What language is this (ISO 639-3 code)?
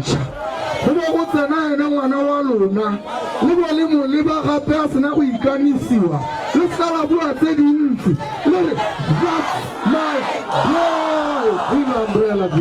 tsn